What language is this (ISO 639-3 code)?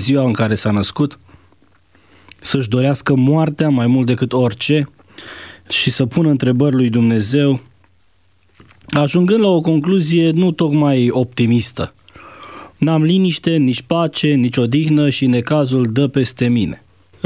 ron